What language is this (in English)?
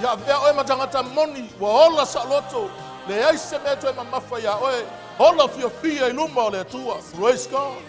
Samoan